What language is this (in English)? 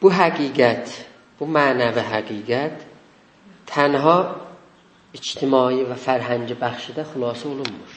South Azerbaijani